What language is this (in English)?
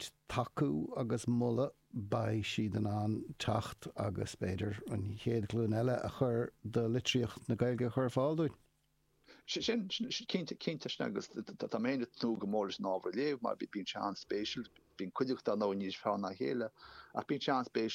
Irish